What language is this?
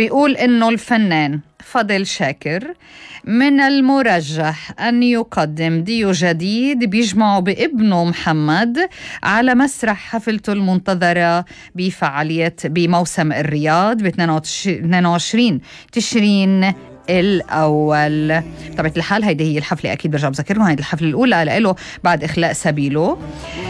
North Levantine Arabic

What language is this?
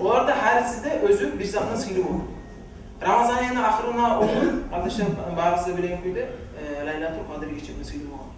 Kumyk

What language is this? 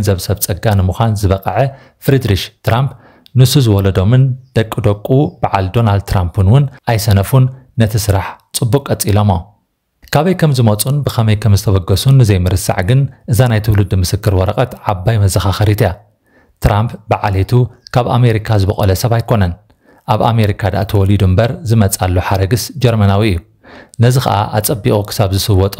Tigrinya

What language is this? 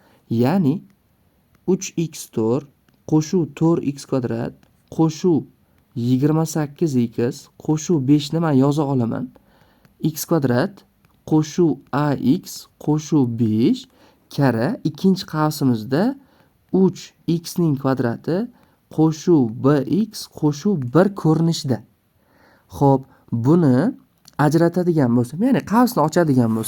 Uzbek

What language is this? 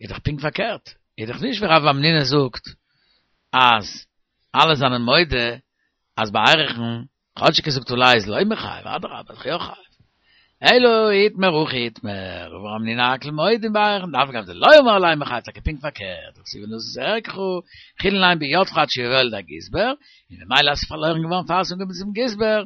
Yiddish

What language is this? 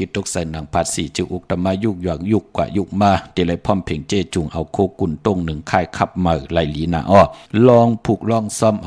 Shan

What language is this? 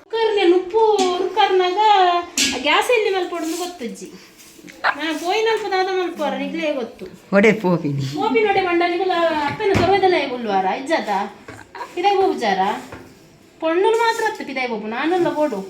Tulu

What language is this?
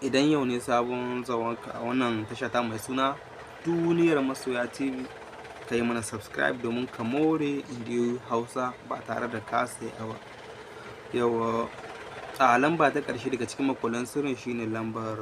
Hausa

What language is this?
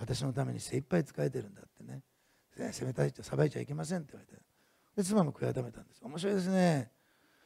Japanese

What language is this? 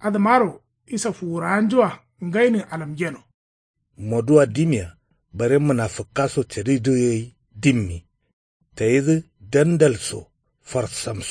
Kanuri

